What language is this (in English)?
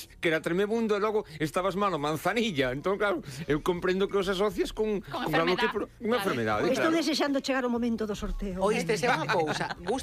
Galician